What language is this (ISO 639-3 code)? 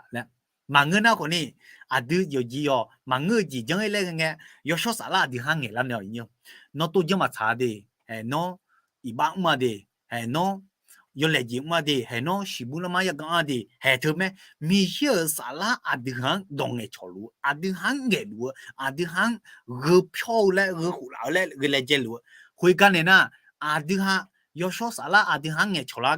ahk